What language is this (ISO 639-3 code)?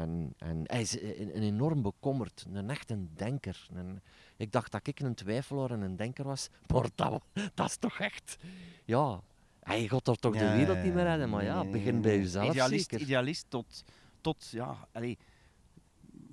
nld